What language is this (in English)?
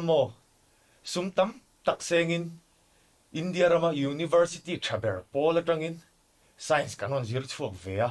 Mizo